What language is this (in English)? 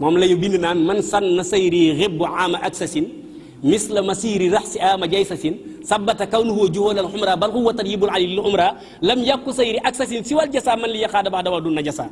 Wolof